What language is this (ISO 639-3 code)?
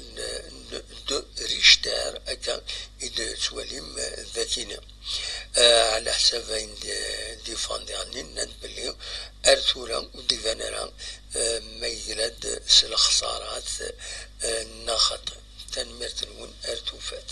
kab